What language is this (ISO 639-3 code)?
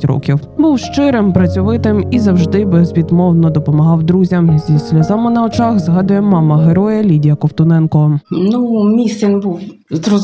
ukr